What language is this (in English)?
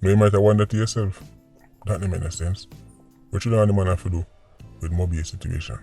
Jamaican Creole English